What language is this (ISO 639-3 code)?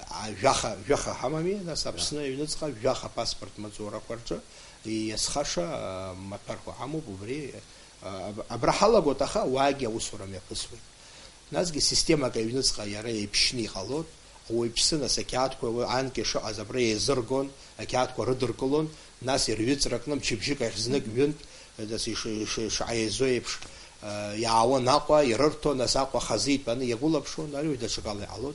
abk